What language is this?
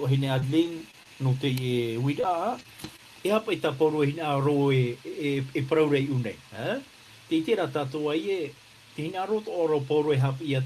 Tahitian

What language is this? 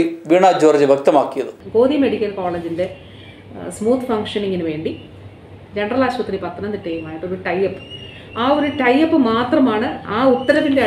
Malayalam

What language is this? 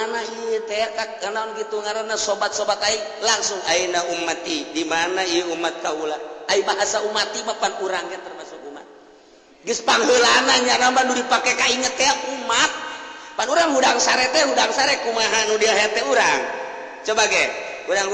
Sundanese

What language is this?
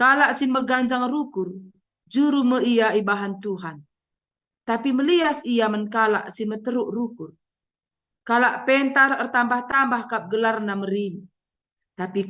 Batak Karo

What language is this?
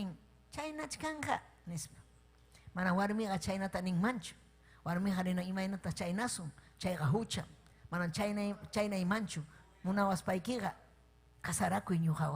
Ayacucho Quechua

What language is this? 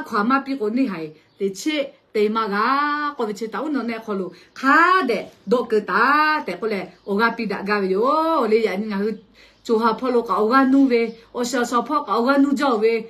Lahu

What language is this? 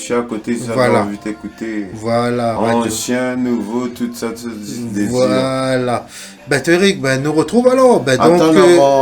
Réunion Creole French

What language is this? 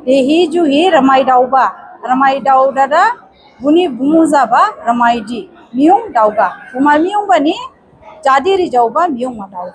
Dimasa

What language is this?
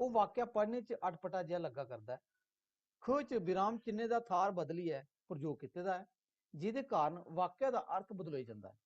Dogri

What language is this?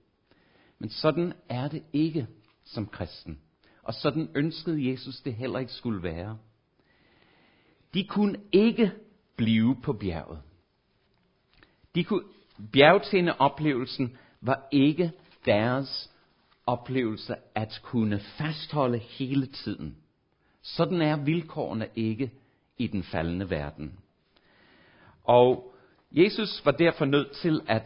Danish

